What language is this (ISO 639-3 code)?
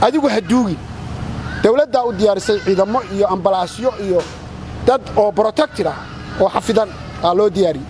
som